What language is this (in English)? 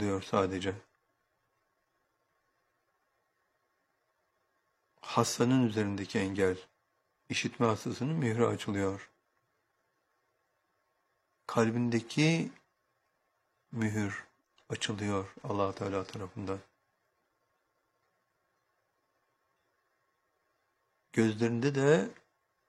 Turkish